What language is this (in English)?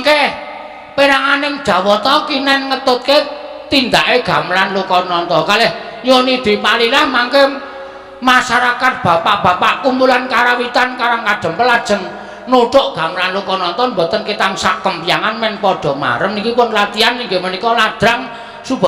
Javanese